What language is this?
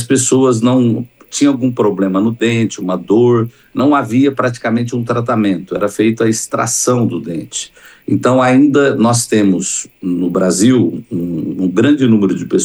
Portuguese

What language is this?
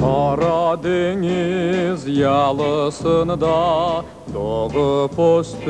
Crimean Tatar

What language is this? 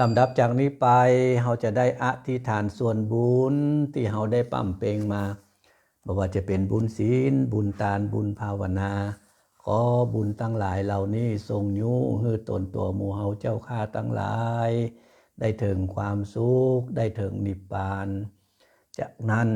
Pali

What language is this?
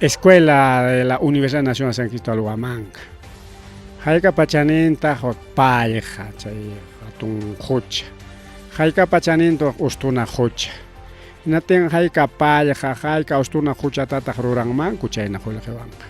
Ayacucho Quechua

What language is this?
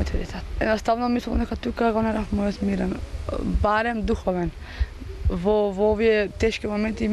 Macedonian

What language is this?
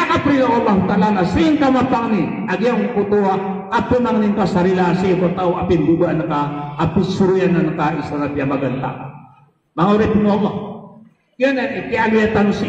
Maranao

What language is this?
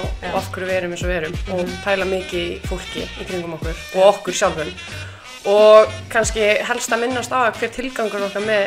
Icelandic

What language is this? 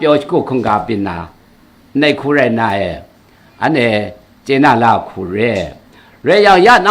Kachin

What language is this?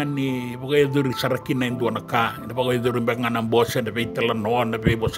Fijian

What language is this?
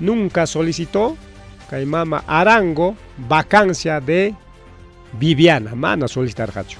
Ayacucho Quechua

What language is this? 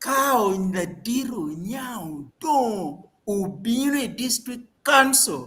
Acoli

